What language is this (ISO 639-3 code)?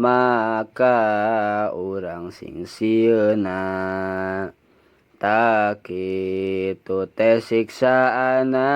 sun